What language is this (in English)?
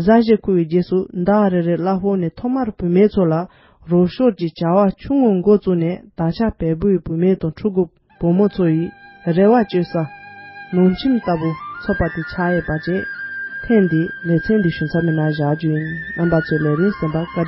Tibetan